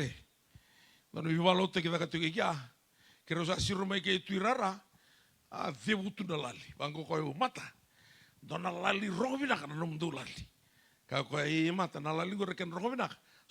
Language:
Fijian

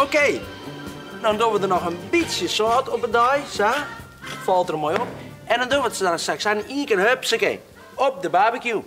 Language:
Western Frisian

